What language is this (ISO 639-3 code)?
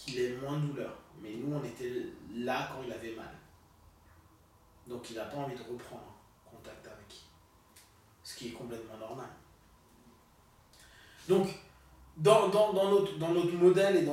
fra